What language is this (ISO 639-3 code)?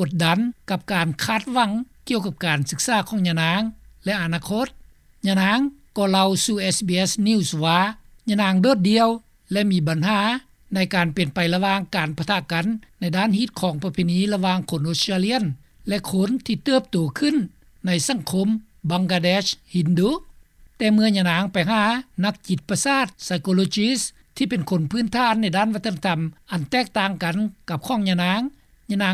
lao